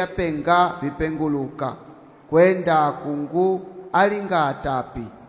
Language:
Umbundu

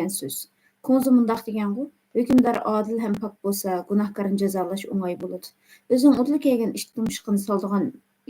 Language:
Uyghur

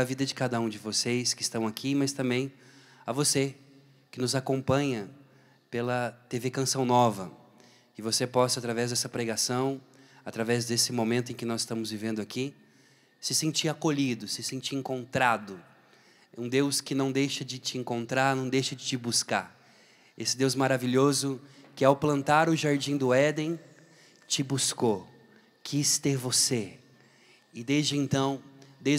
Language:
Portuguese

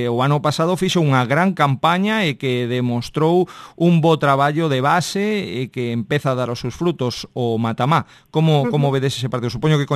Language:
Galician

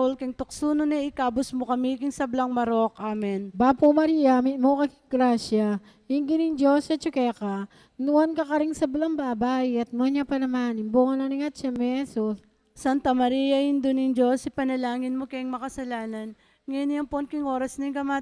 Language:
Pampanga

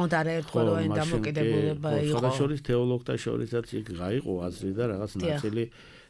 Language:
Georgian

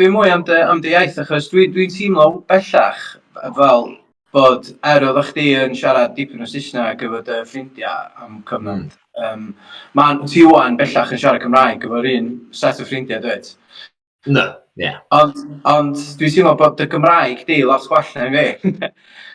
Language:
Welsh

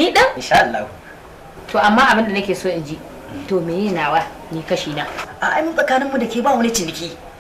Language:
Hausa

